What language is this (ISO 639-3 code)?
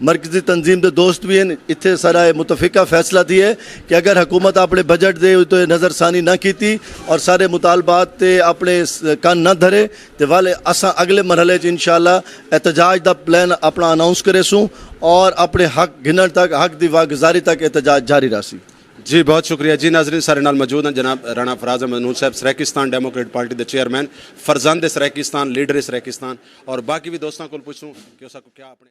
skr